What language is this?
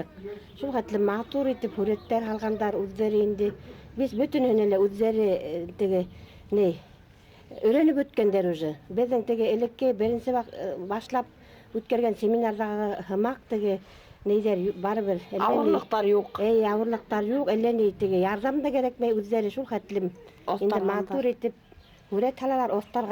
Bashkir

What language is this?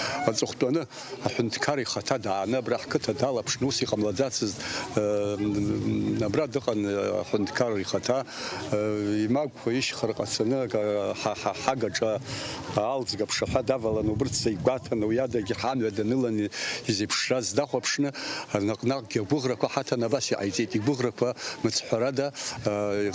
Abkhazian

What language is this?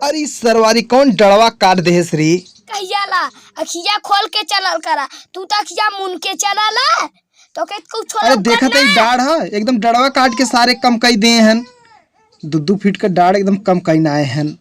Awadhi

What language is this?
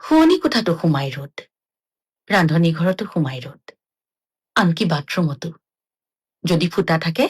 Assamese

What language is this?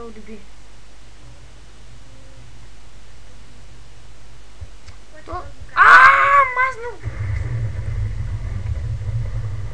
Bulgarian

